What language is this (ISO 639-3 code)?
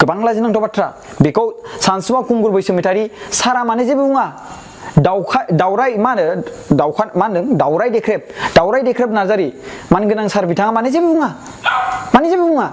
brx